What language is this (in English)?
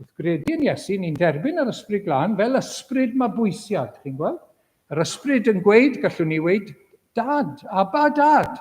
Welsh